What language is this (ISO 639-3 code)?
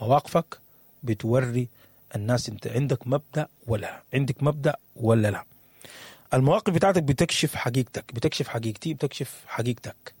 apd